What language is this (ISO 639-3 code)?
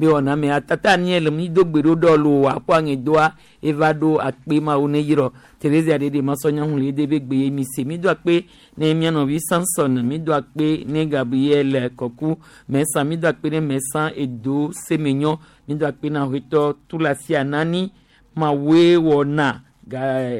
gej